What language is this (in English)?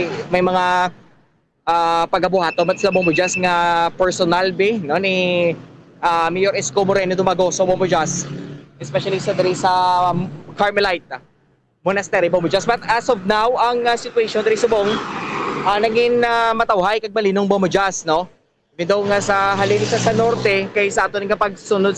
Hiligaynon